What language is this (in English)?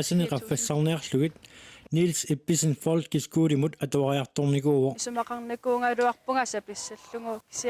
Kalaallisut